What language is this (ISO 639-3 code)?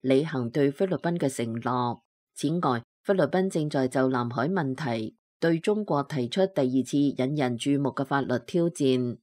yue